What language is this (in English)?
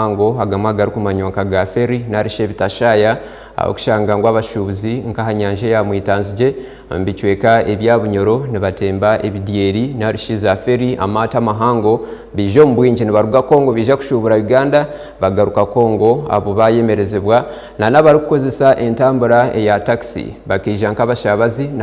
Nyankole